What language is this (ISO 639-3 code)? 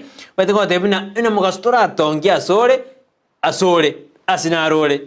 guz